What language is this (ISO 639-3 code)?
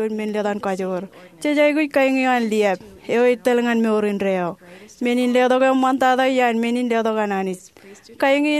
mah